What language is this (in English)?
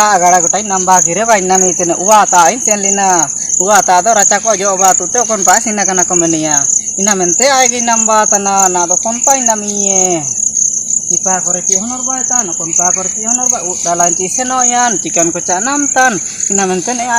Ho